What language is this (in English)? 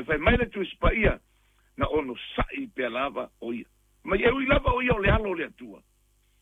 Samoan